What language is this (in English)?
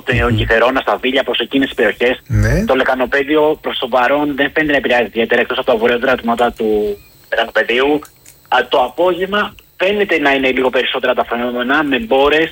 Greek